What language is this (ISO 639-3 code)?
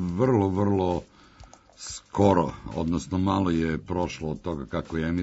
srp